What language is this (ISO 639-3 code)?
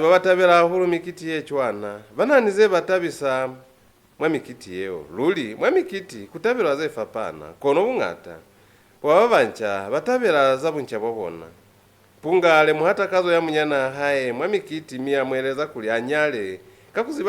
loz